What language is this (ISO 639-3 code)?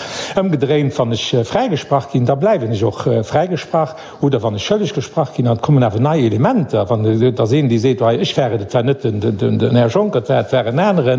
ltz